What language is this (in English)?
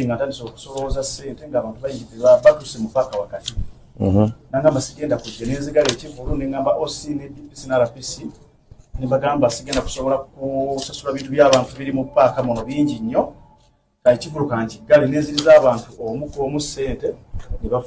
Ganda